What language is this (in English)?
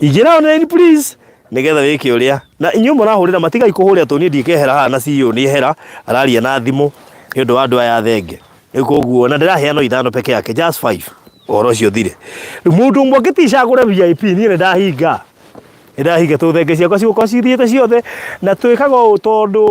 Kikuyu